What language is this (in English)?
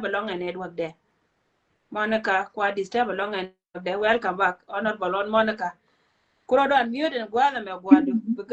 Nuer